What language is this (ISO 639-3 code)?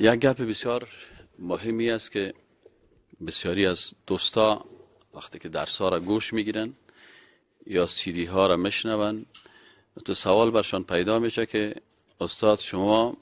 fas